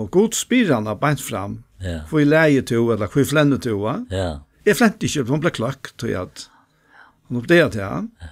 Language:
Faroese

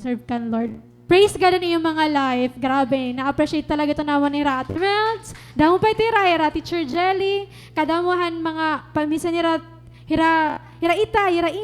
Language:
Waray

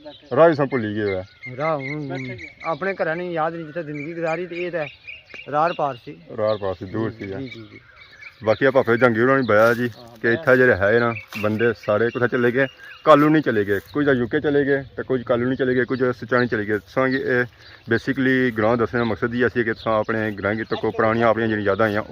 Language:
Pahari-Potwari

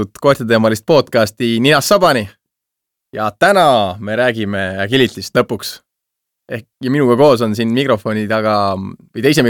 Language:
Estonian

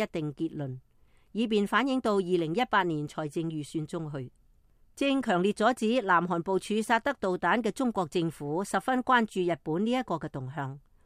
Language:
Cantonese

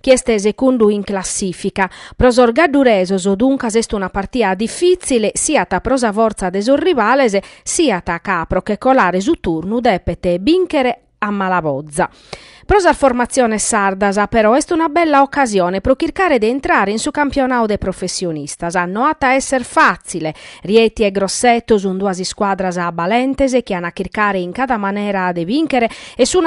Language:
Sardinian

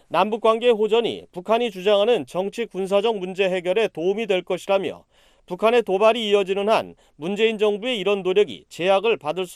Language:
Korean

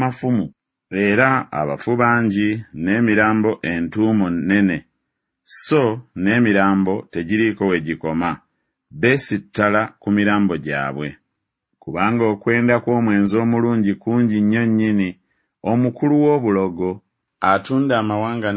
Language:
Ganda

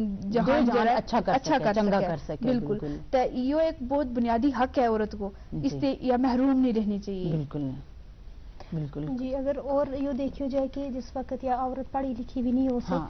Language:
Gujari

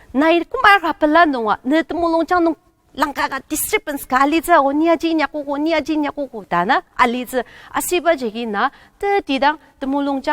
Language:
Ao Naga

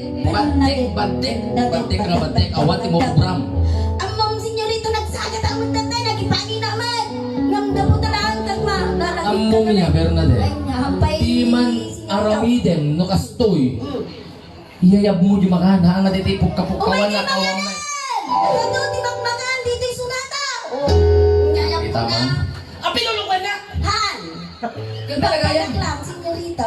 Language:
Iloko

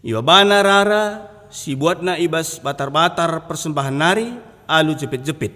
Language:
Batak Karo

